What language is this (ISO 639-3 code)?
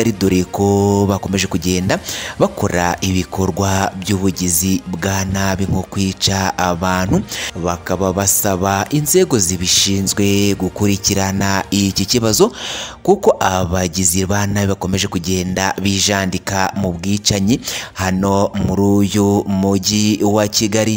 kin